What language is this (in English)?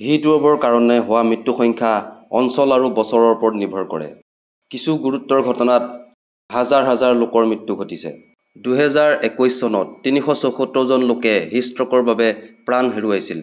Assamese